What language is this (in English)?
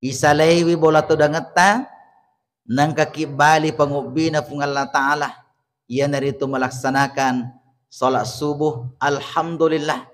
Buginese